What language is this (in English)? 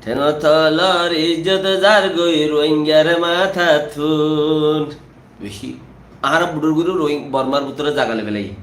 Rohingya